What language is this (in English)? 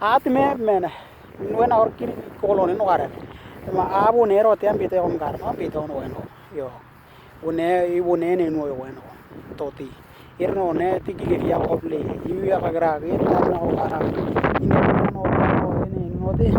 Western Dani